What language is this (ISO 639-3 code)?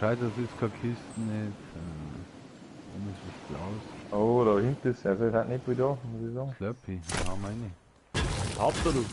bar